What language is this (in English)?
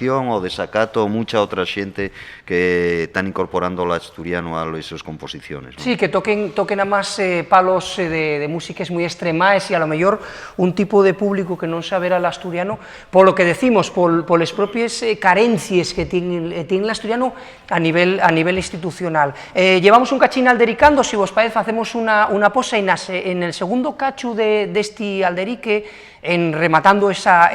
Asturian